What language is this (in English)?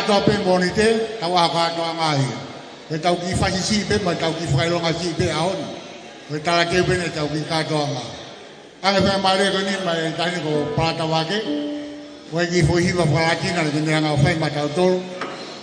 Tongan